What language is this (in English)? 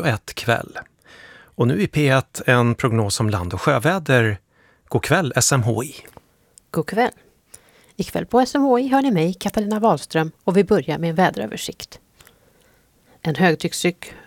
Swedish